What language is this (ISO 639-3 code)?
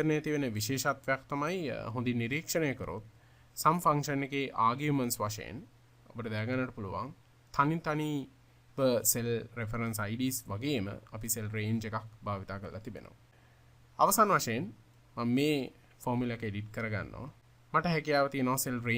sin